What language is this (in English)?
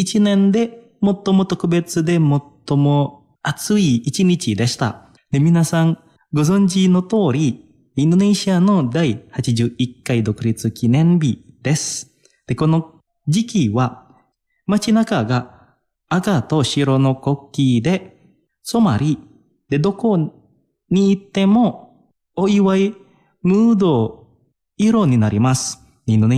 Japanese